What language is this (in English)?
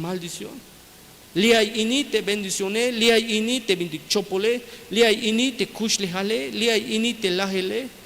Tzeltal